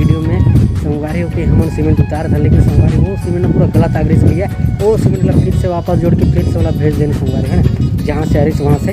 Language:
Chhattisgarhi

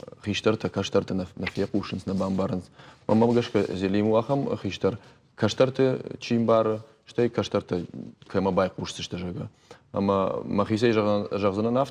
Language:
Ossetic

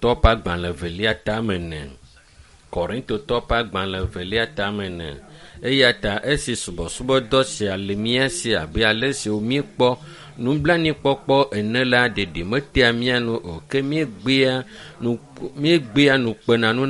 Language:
Ewe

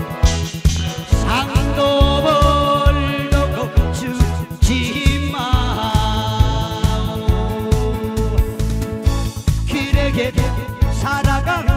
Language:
Korean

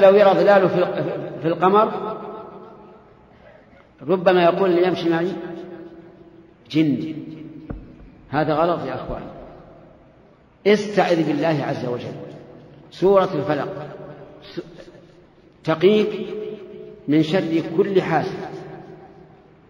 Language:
Arabic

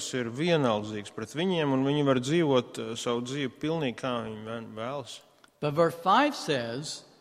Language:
Latvian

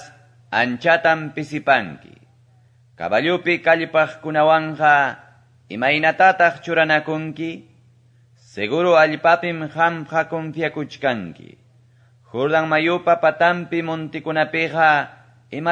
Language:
Quechua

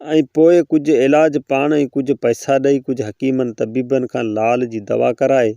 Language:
Sindhi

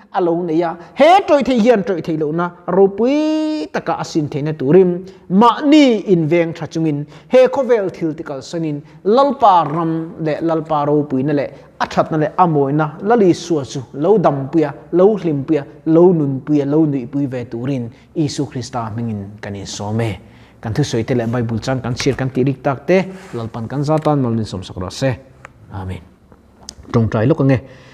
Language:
Mizo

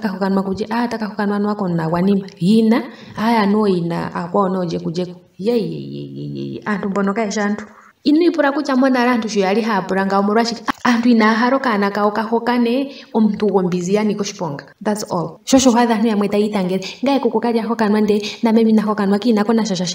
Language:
Ndonga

